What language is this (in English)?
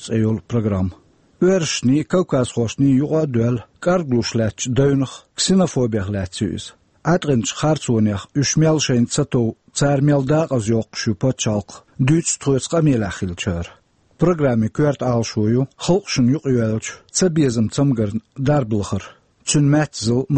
Chechen